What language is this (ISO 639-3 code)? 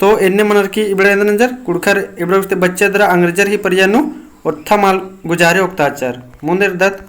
kru